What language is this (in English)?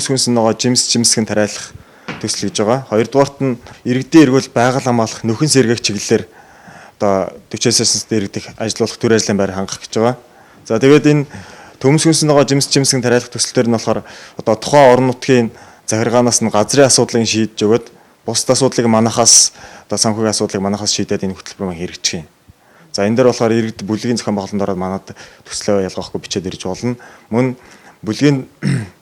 Mongolian